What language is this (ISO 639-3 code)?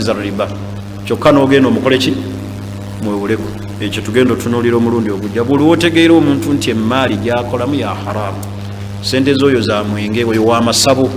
lug